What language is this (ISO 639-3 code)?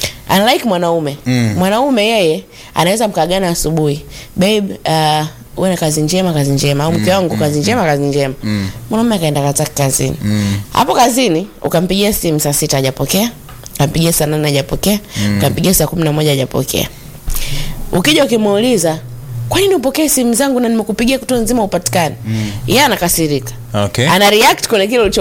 swa